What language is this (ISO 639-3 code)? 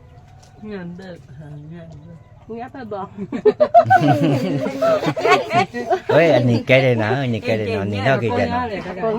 ksw